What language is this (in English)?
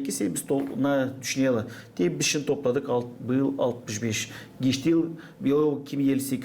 Gagauz